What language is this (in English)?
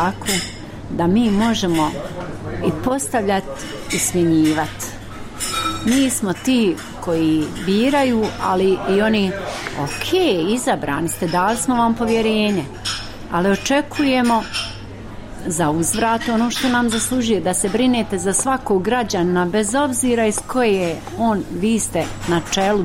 Bosnian